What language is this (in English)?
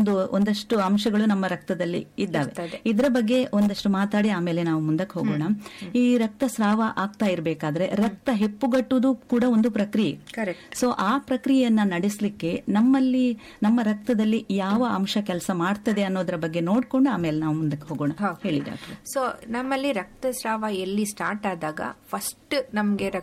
Kannada